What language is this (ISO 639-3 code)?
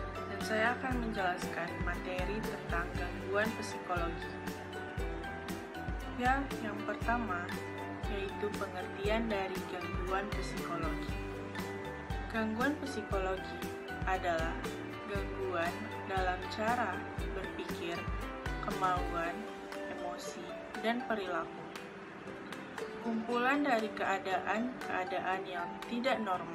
ind